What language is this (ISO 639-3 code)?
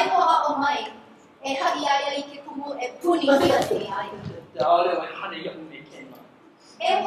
haw